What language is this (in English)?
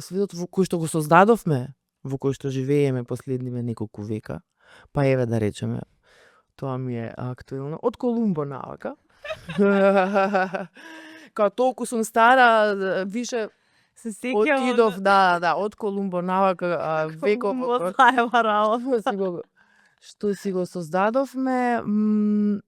Macedonian